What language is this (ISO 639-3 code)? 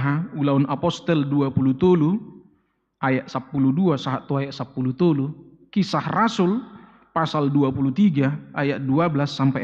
bbc